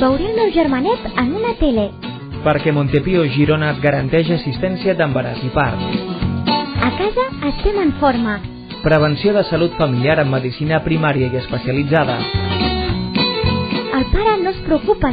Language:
Catalan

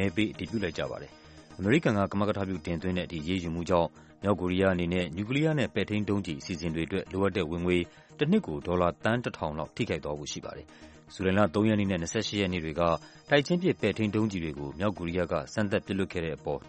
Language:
Burmese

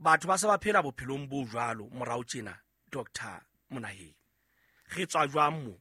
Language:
Southern Sotho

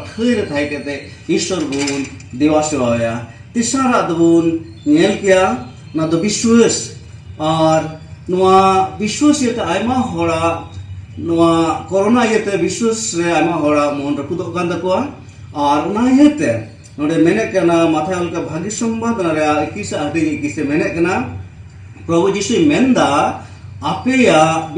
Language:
Santali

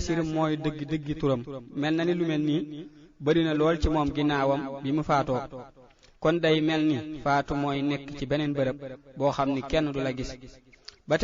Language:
Wolof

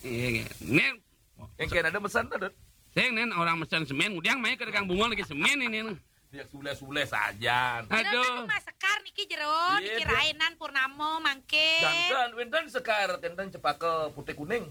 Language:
Balinese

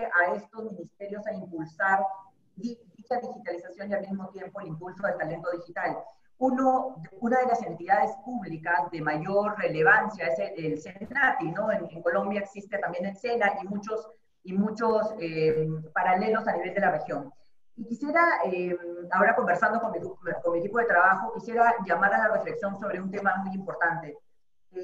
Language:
Spanish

